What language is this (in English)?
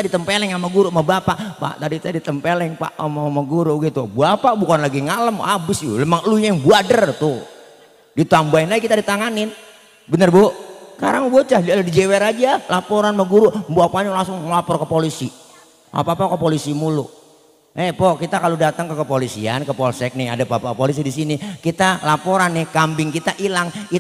Betawi